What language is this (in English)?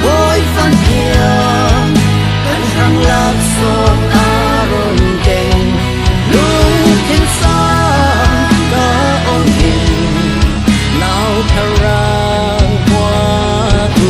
Falam Chin